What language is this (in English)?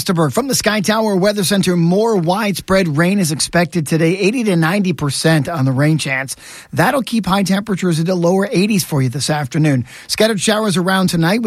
English